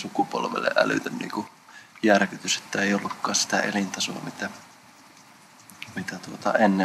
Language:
Finnish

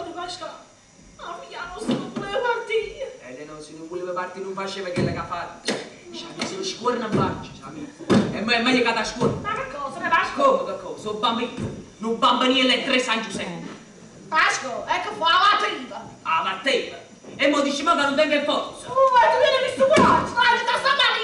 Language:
Neapolitan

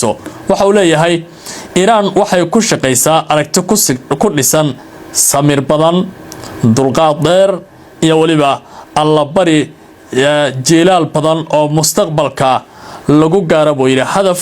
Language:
Somali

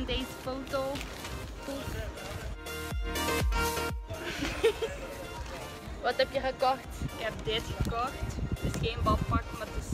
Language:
Dutch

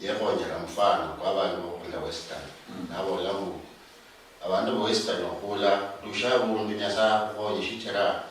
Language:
Luyia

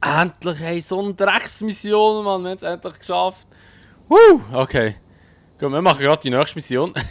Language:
Swiss German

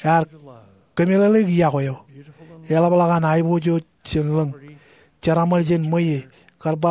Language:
Marshallese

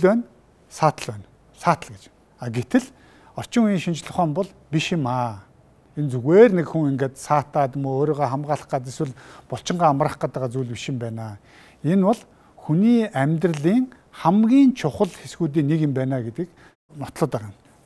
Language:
Mongolian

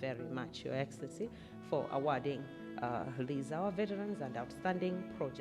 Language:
Nyanja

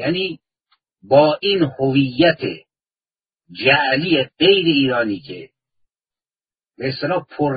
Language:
Persian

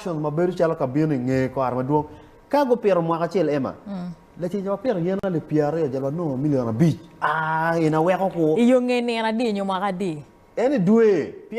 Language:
Acoli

